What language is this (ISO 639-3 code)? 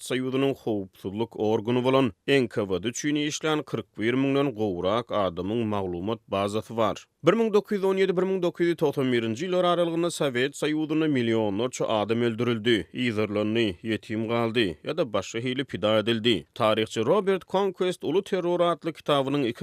tuk